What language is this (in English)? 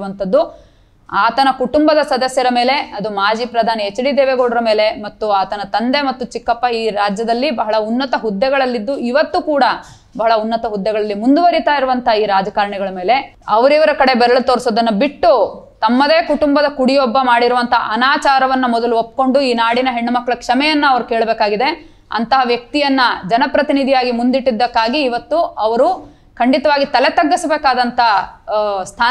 Kannada